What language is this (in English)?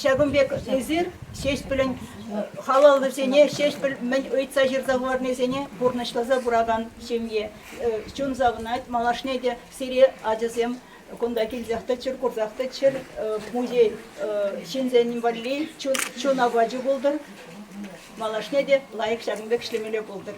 Chuvash